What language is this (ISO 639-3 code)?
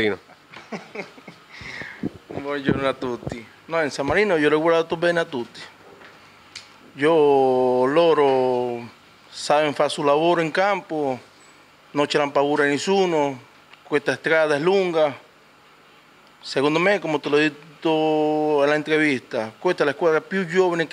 ita